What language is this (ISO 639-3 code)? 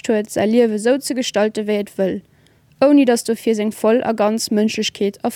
ltz